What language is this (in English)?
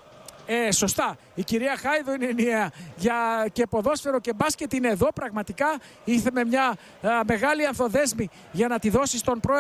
Greek